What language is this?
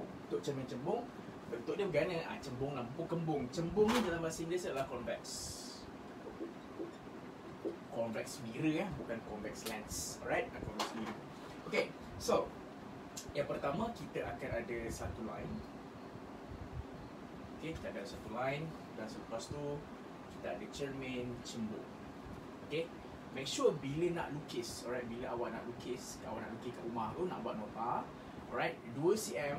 Malay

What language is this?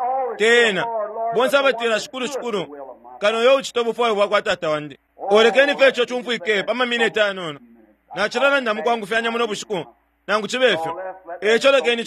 Bemba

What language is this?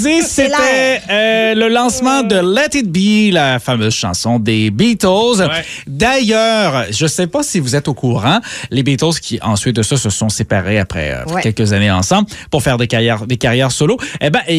French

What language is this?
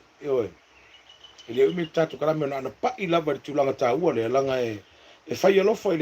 Samoan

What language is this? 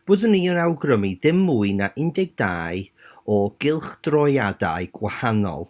Welsh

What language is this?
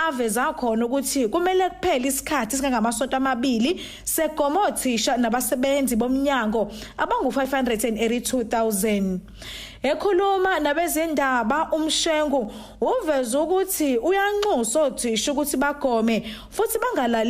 Zulu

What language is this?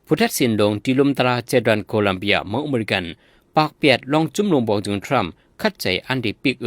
Shan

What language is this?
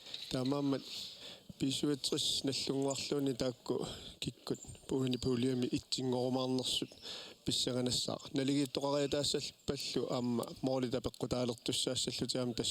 Kalaallisut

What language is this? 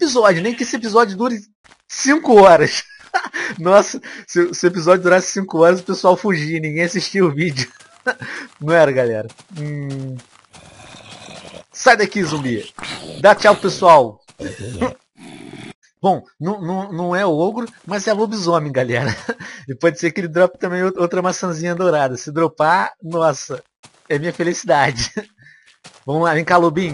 Portuguese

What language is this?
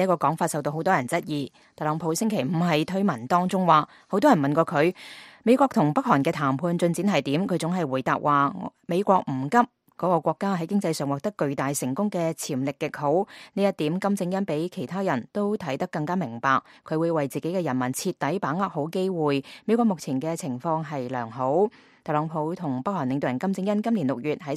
Cantonese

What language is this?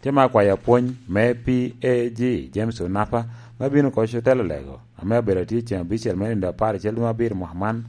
Lango (Uganda)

